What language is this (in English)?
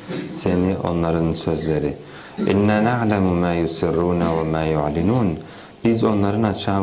Turkish